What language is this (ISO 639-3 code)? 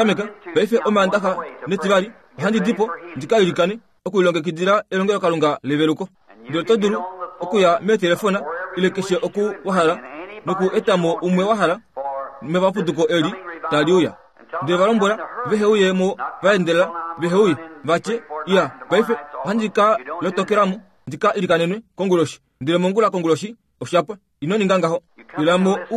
kua